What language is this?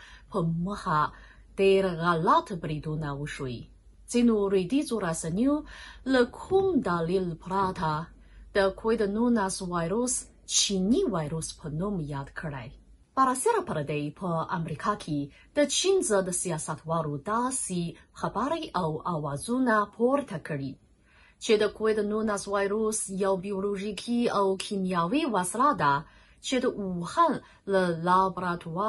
Pashto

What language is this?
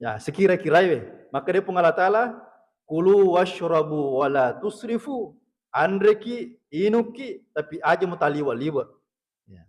Buginese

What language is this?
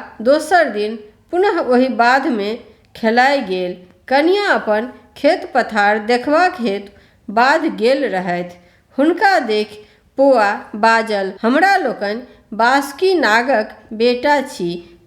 Maithili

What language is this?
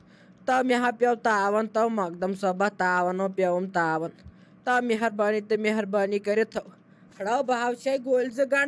Kashmiri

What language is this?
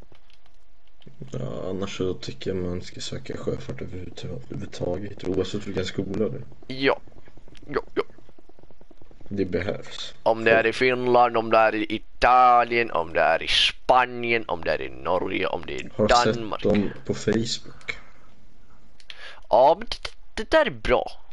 Swedish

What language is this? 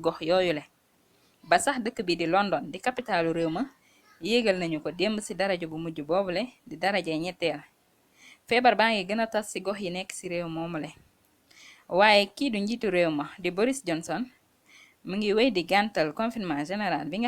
Wolof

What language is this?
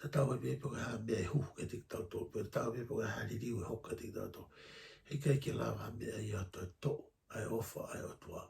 Tongan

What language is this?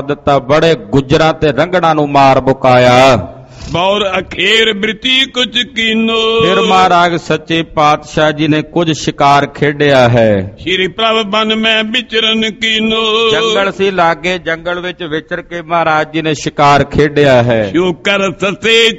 Punjabi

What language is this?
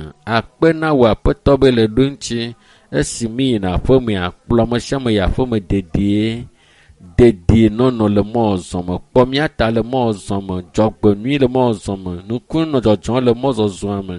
Ewe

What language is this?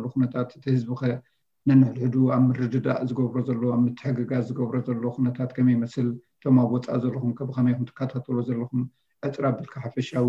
Tigrinya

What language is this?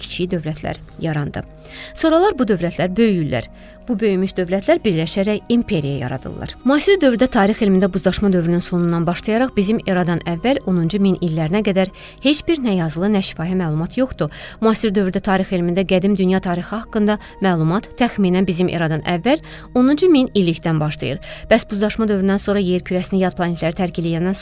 Azerbaijani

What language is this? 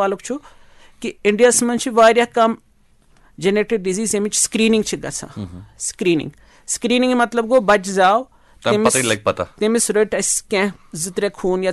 Kashmiri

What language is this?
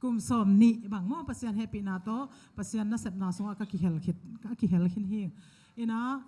Tedim Chin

